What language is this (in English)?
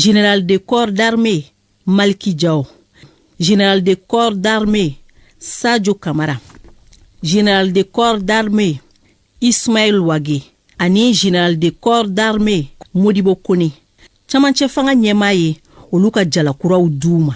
Bambara